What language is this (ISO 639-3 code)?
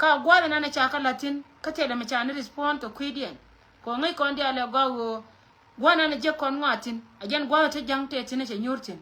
nus